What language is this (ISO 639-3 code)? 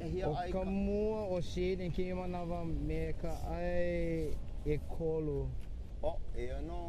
haw